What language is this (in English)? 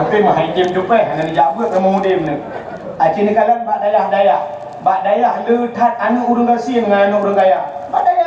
Achinese